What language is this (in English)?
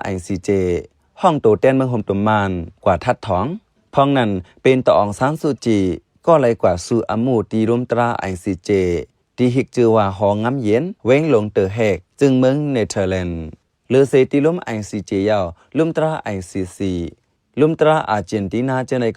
Shan